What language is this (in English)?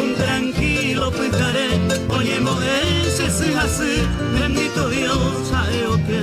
Guarani